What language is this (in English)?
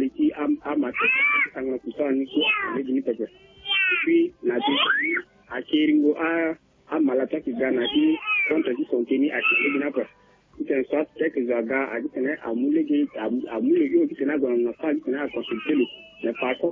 Sango